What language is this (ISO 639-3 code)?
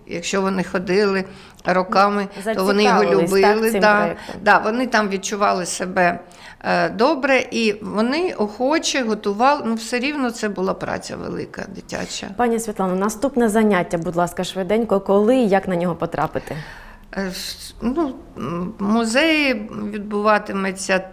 ukr